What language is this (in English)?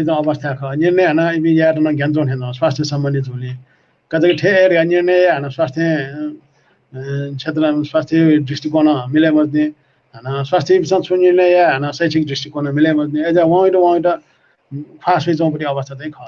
Newari